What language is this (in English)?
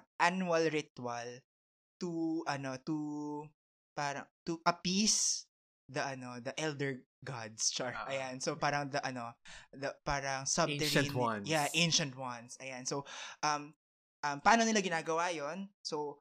Filipino